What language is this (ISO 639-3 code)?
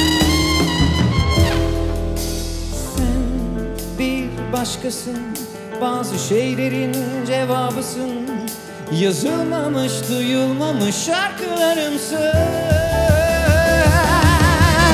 tur